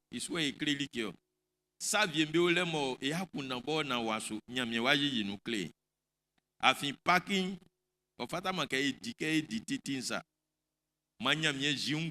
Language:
Baoulé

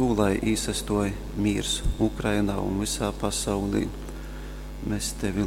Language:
Latgalian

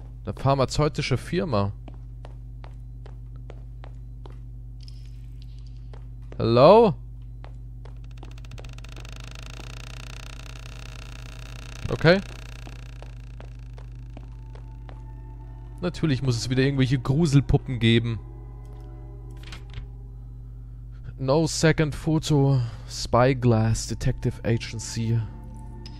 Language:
German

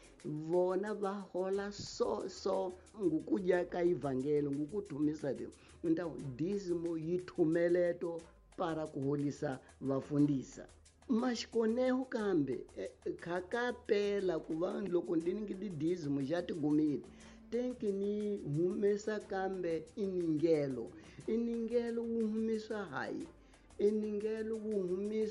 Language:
Tsonga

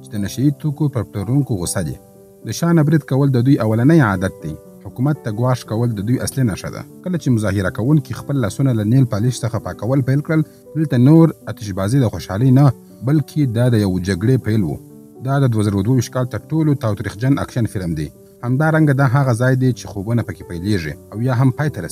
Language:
Pashto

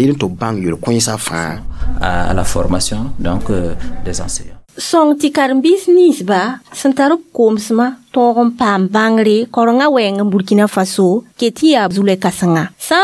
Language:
Mossi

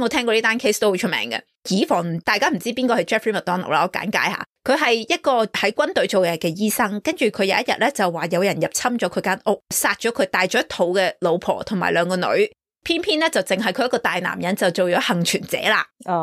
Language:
Cantonese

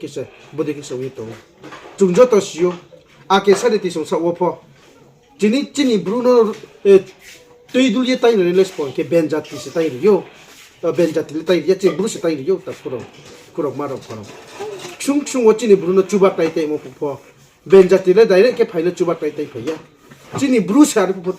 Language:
Riang (India)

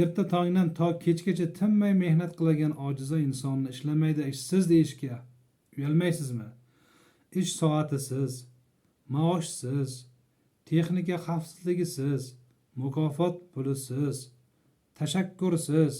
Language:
Uzbek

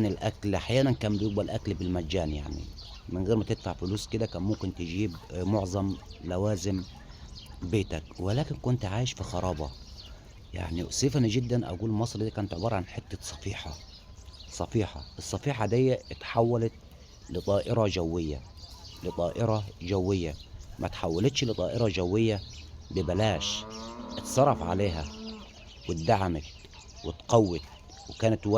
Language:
Egyptian Arabic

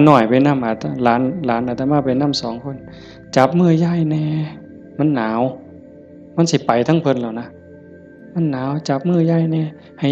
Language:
Northeastern Thai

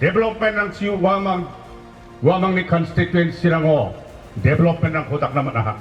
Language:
Garo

